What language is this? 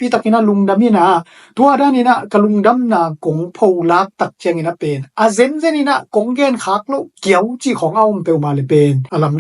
Tedim Chin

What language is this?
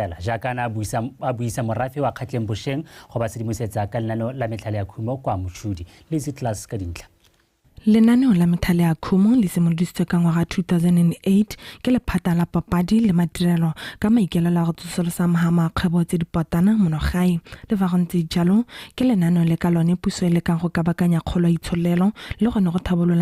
Tswana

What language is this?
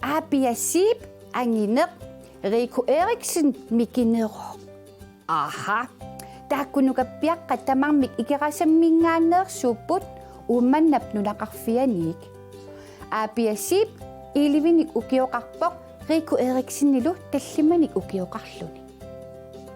Kalaallisut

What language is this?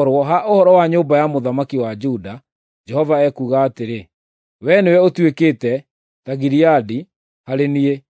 Kikuyu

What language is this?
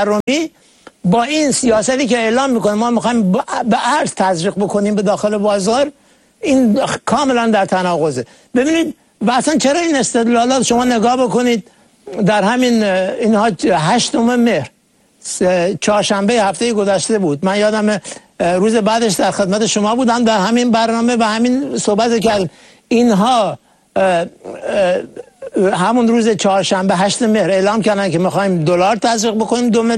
Persian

